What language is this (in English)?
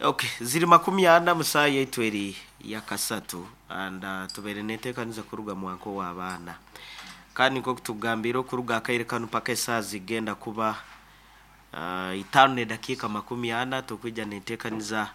Nyoro